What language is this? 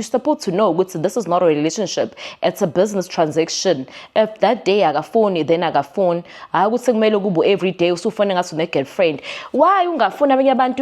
Zulu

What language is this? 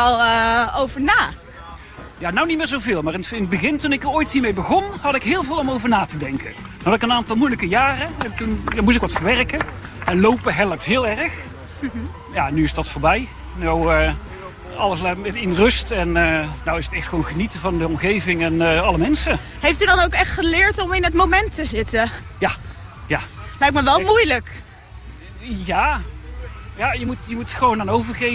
Dutch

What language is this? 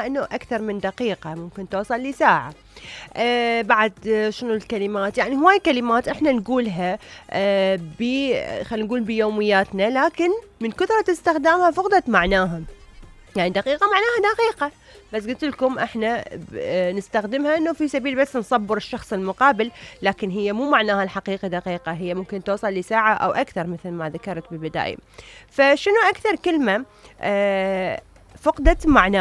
Mesopotamian Arabic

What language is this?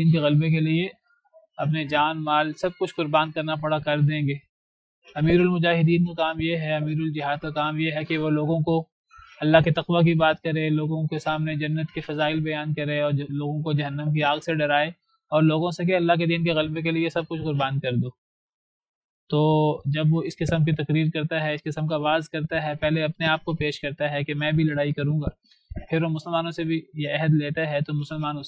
Urdu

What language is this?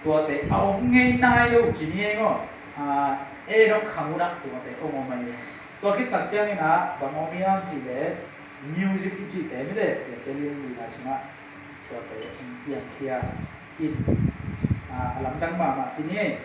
Tedim Chin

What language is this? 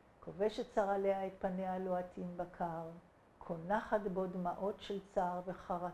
Hebrew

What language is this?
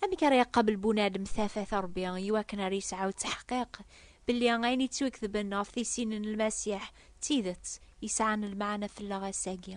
Kabyle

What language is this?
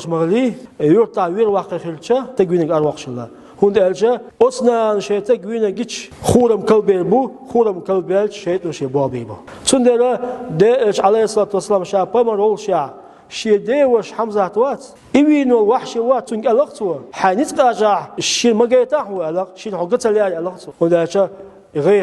Chechen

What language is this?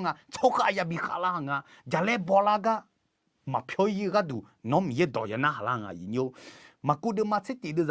Akha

